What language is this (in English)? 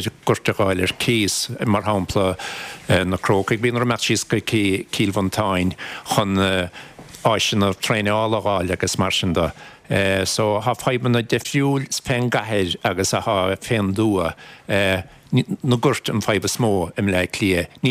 Irish